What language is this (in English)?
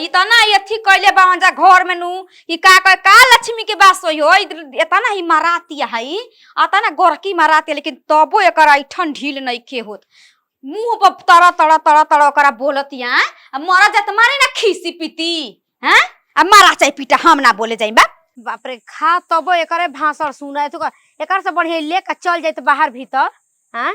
Bhojpuri